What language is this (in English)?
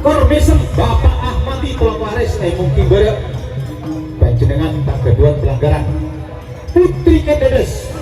Madurese